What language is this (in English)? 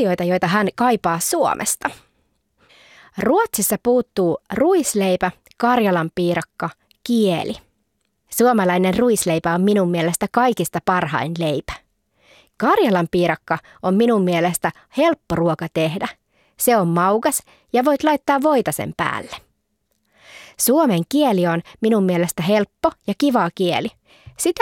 Finnish